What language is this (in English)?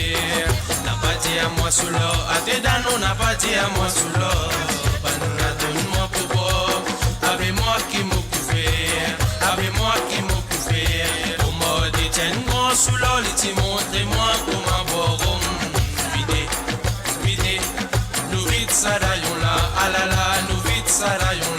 Morisyen